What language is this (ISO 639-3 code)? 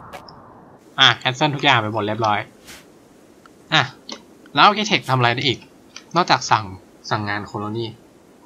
tha